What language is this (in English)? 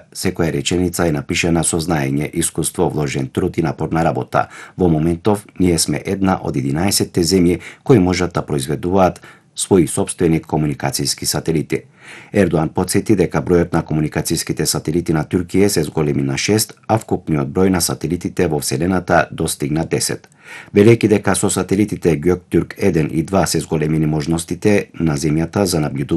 Macedonian